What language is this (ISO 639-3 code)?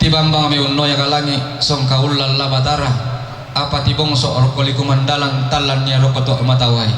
sda